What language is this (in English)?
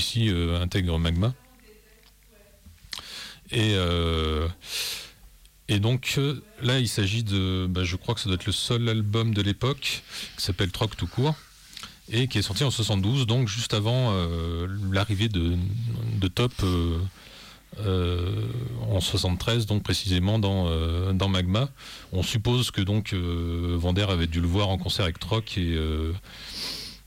French